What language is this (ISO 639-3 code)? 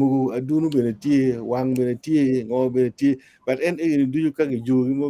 ach